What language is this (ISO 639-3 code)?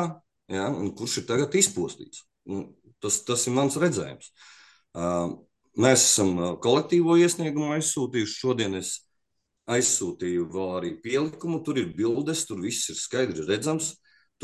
lav